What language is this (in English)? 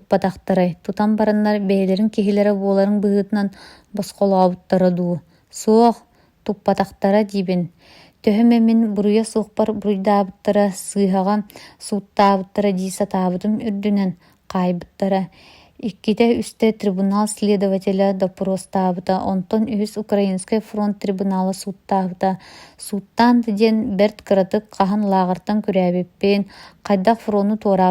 Yakut